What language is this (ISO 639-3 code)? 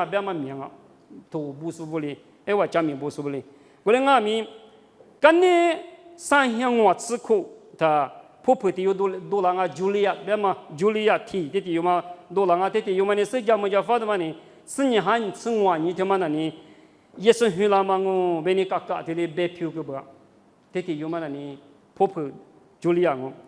lis